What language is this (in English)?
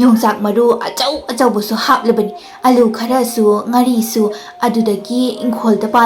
Manipuri